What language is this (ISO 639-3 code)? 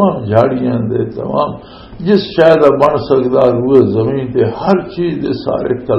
lah